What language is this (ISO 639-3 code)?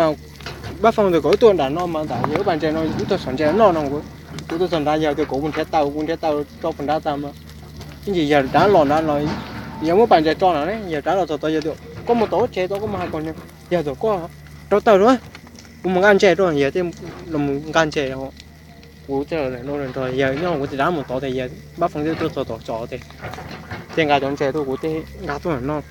hmn